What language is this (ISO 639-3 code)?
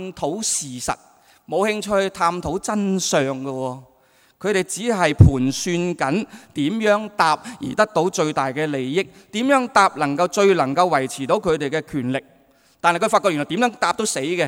yue